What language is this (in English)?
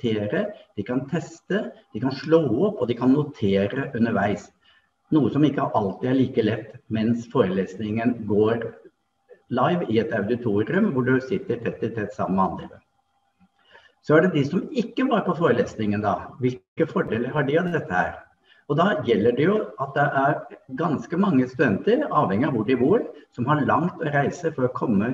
Norwegian